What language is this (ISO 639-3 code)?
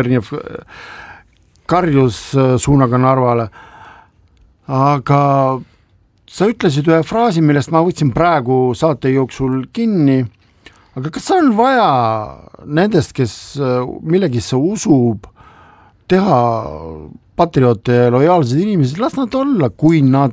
est